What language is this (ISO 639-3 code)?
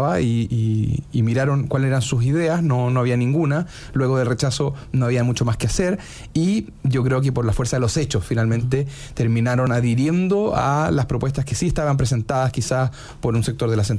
spa